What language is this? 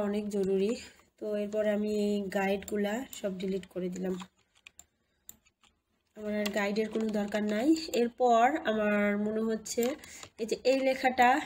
Bangla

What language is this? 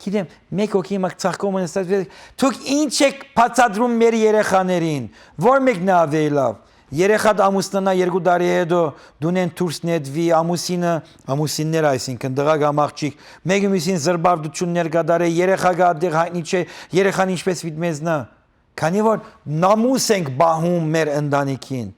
Western Armenian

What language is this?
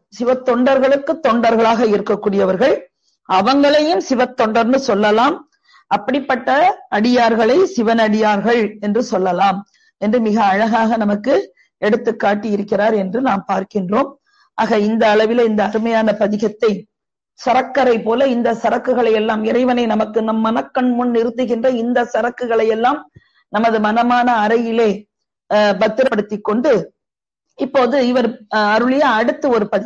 Tamil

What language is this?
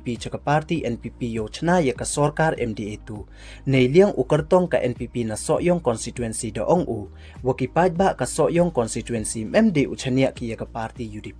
Pnar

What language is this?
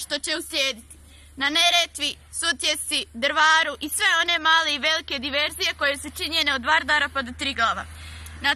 Bosnian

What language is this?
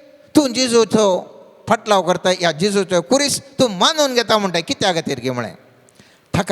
Konkani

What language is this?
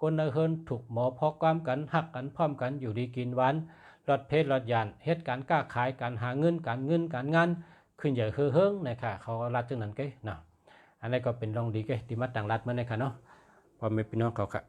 Shan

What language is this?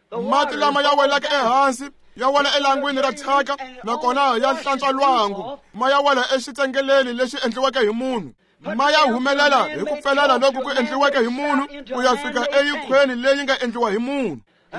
Tsonga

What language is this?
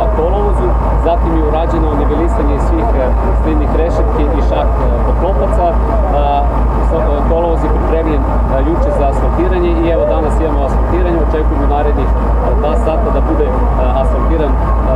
Serbian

